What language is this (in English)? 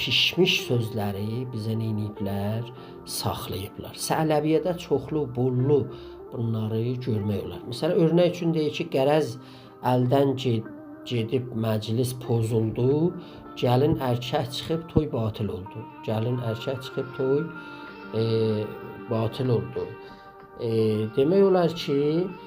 South Azerbaijani